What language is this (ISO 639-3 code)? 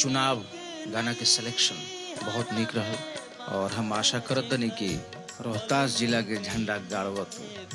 bho